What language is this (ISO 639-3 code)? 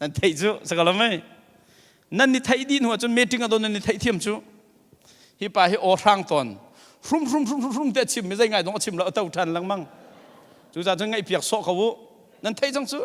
cnh